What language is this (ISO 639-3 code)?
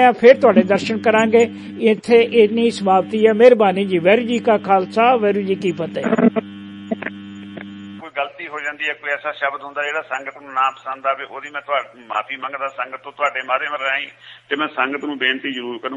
pan